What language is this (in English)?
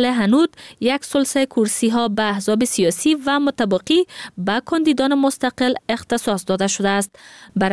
Persian